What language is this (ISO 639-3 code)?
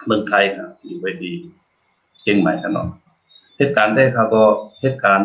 shn